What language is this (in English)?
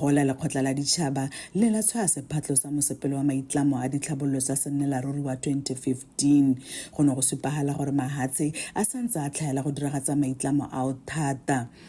Tswana